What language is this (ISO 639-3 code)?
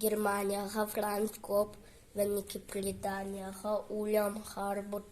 sah